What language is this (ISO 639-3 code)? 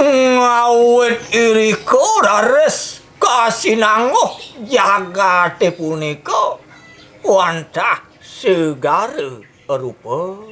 ban